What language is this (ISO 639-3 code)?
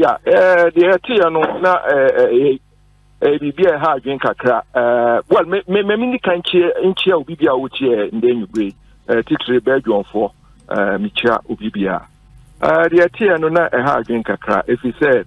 aka